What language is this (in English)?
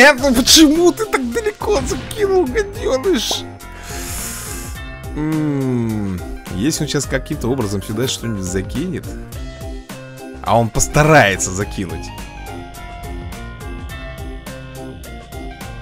Russian